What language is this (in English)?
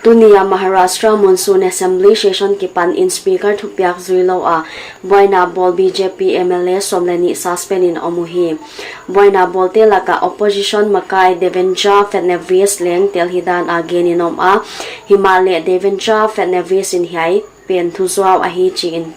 Paite Chin